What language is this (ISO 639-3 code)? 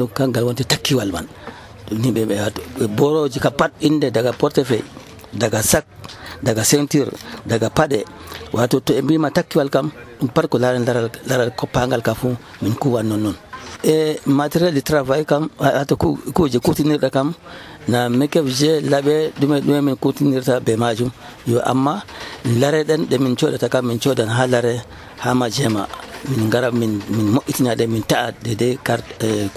fuv